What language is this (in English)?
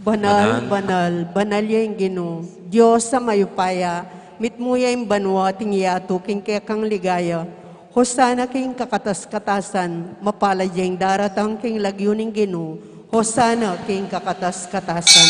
Pampanga